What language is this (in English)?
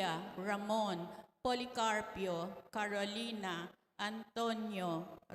Pampanga